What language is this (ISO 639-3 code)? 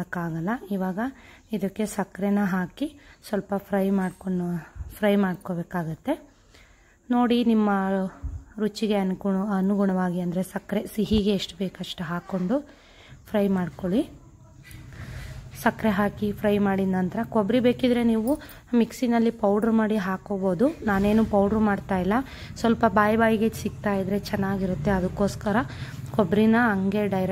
kan